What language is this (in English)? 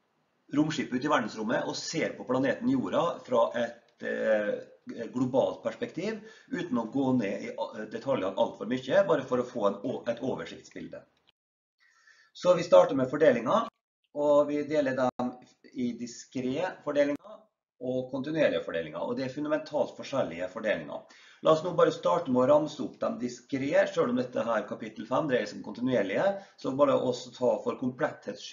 Norwegian